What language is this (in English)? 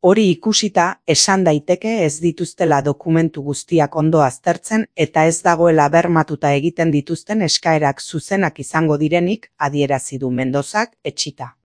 Basque